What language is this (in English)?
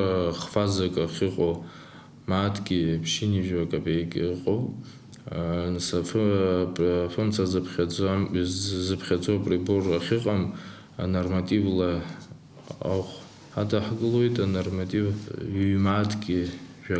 Abkhazian